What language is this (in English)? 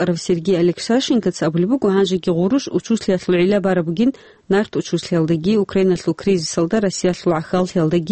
Avaric